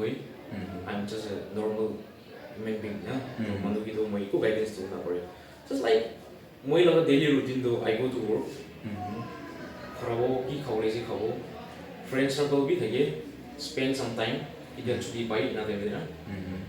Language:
Naga Pidgin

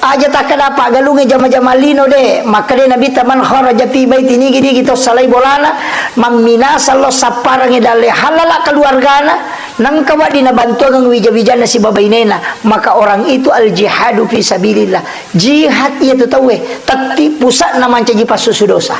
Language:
Buginese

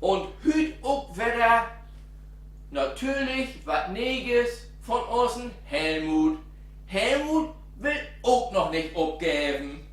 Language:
Low German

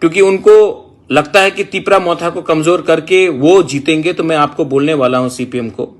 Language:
Kok Borok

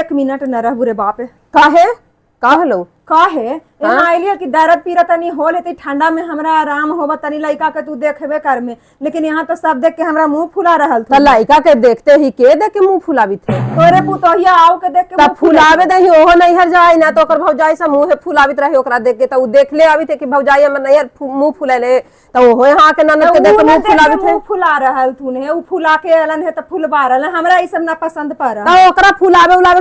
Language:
Magahi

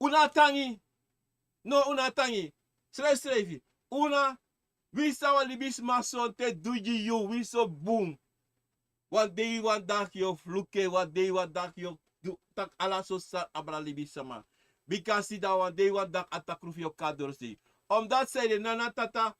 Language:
Sranan Tongo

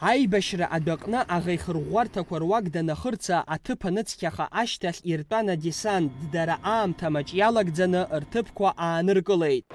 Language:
Abkhazian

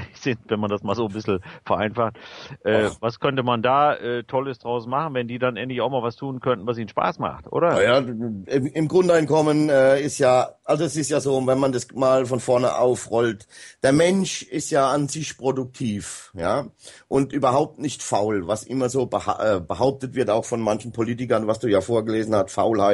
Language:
German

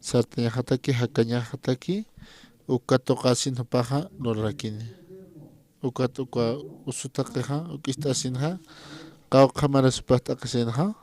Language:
Aymara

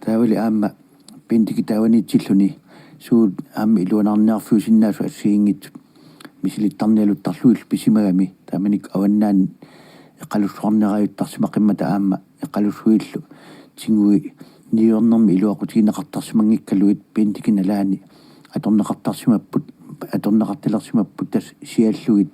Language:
Kalaallisut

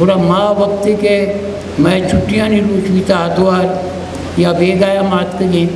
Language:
Eastern Balochi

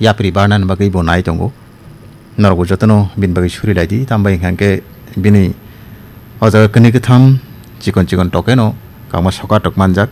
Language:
Kok Borok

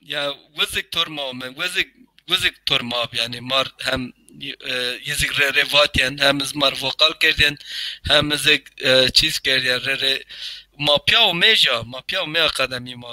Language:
Zaza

